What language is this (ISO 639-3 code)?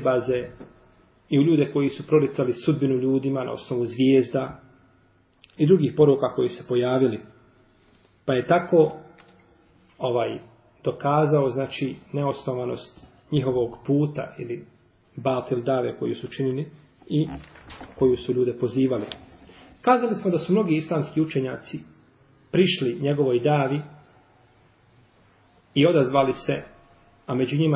bos